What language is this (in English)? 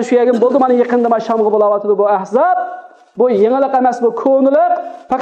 Uyghur